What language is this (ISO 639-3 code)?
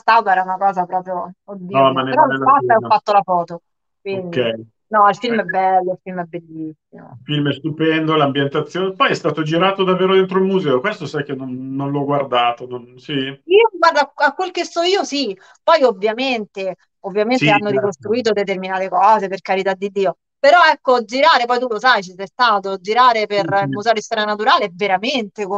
ita